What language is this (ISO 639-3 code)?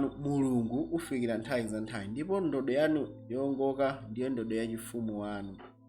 nya